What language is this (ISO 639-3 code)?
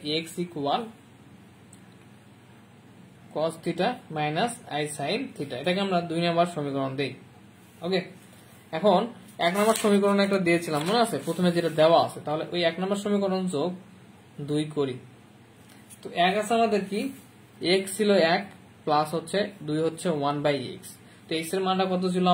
ben